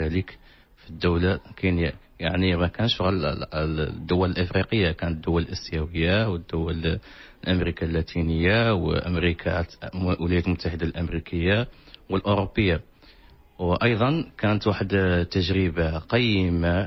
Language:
Moroccan Arabic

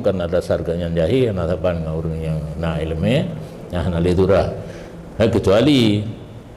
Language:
Achinese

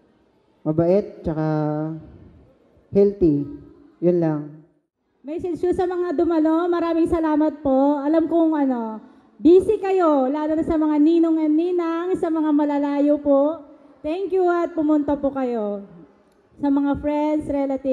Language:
Filipino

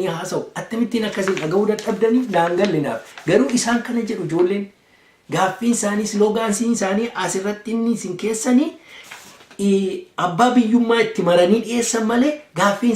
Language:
Oromo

